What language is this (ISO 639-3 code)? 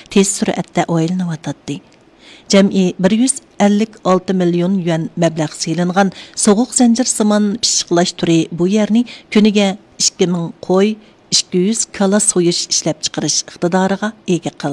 uig